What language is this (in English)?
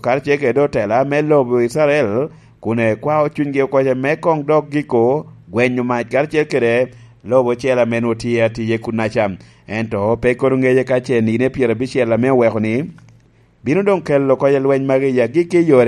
Lango (Uganda)